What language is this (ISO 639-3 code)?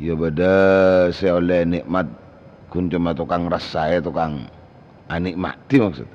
mad